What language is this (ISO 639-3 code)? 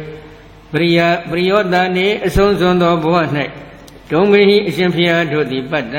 mya